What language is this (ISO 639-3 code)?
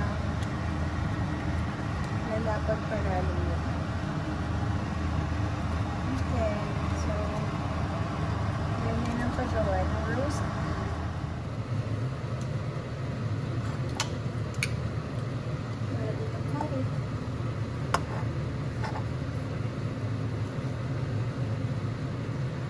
fil